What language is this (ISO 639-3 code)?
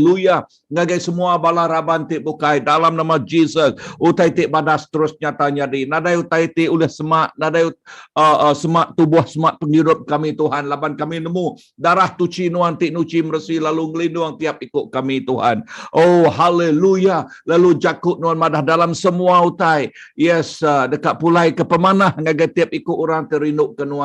iba